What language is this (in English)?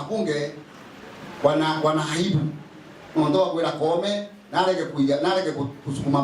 Meru